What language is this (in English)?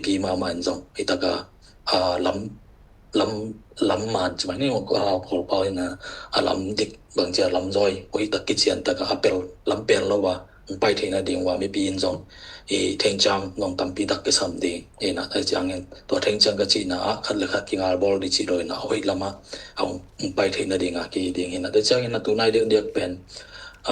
Tedim Chin